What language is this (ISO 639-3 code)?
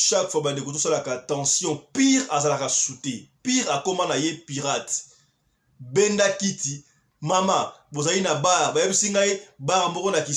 lin